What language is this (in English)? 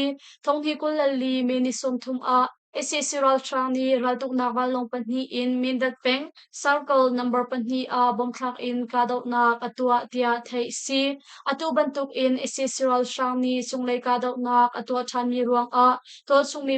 Hakha Chin